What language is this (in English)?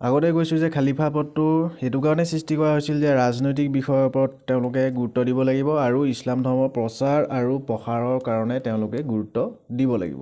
Assamese